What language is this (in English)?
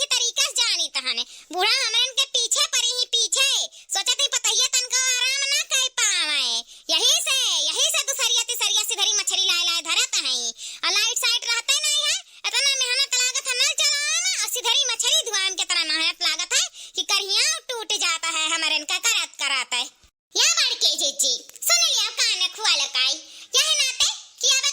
Awadhi